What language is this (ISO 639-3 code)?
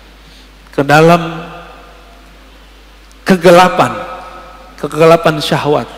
ind